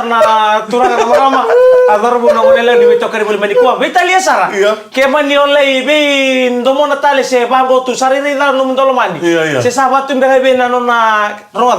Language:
Fijian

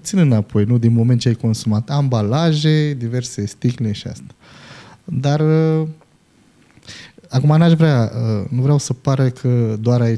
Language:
Romanian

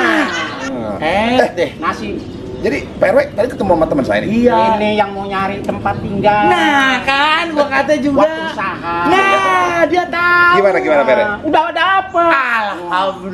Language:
Betawi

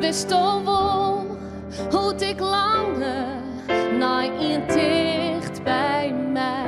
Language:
Western Frisian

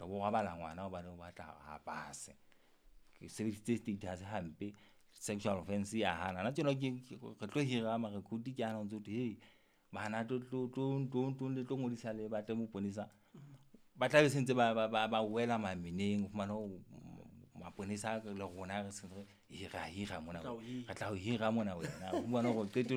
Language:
Southern Sotho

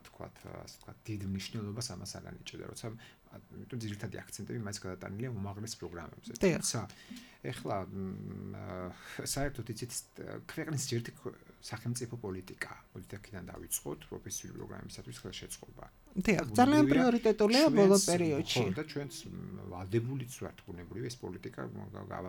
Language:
Georgian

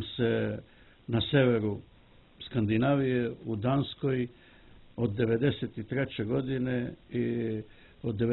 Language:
Serbian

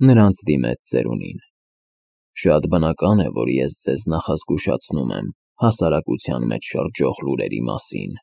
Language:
Armenian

